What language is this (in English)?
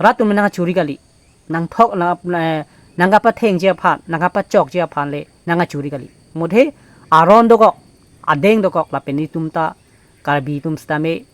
Karbi